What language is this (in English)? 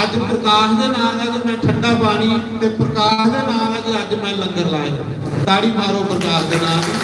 Dogri